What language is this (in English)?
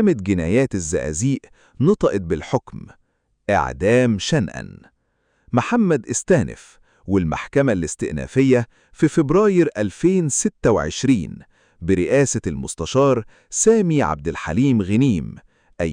Egyptian Arabic